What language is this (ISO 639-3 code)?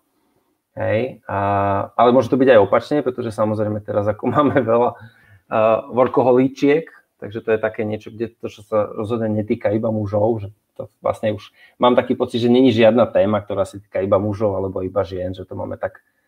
slk